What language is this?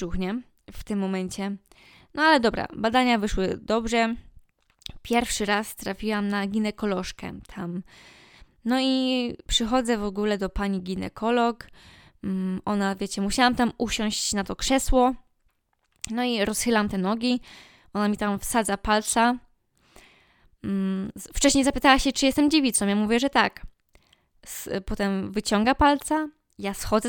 Polish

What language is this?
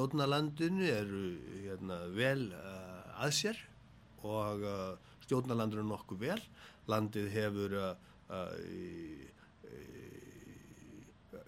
Icelandic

